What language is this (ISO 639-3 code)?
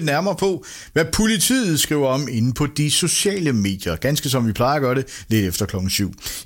dan